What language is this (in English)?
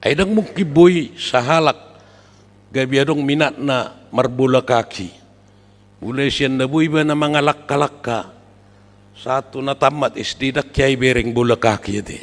Batak Toba